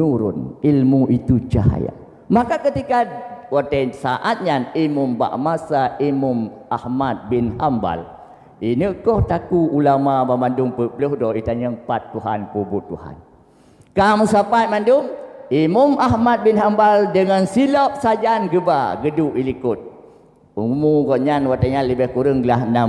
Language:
Achinese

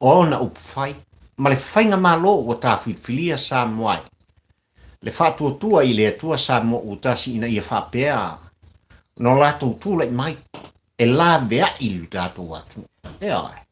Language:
Samoan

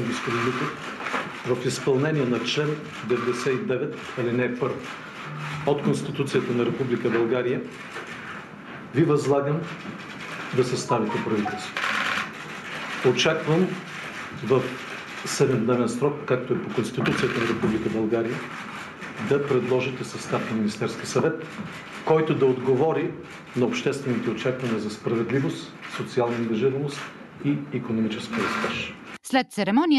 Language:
Bulgarian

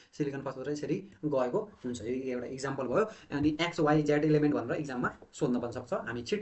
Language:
Nepali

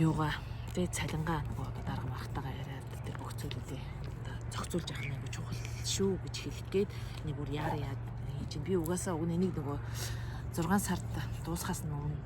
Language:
Mongolian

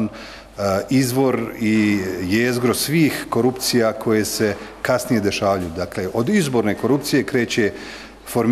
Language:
Bosnian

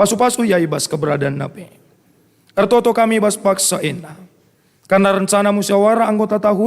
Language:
Batak Karo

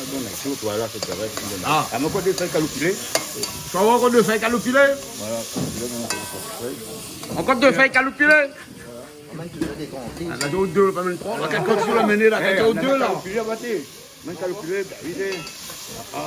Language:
Réunion Creole French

